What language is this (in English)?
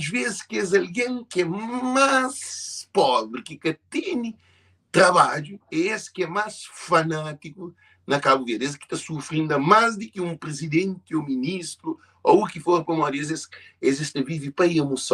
Kabuverdianu